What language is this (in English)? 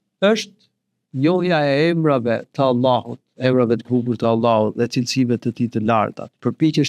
Albanian